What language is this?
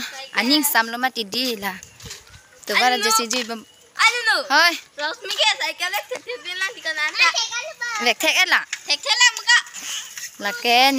Karbi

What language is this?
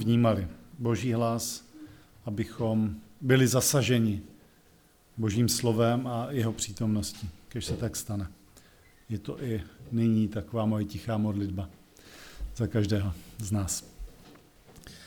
Czech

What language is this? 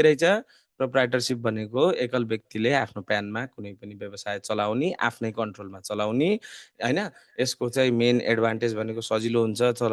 Nepali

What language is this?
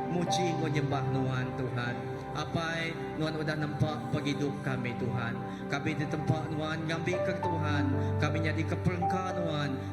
Iban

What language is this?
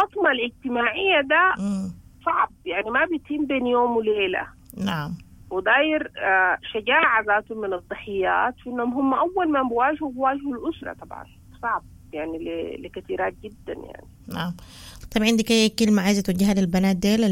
Sudanese Arabic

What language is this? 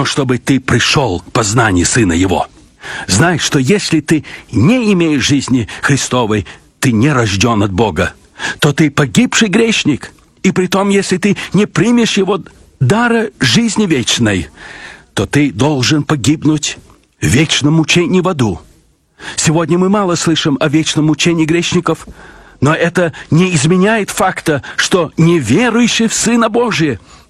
Russian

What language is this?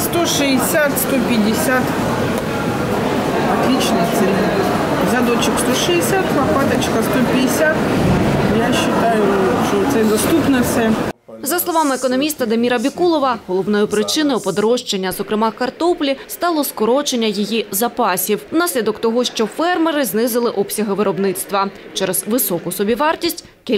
Ukrainian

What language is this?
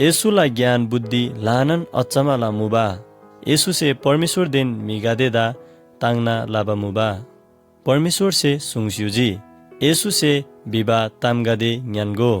Eastern Tamang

